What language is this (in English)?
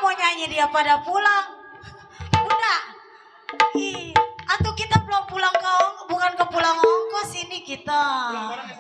Betawi